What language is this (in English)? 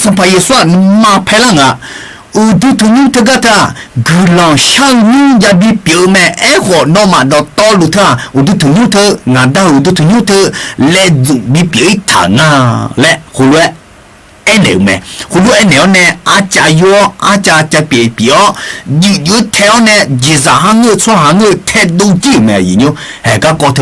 Akha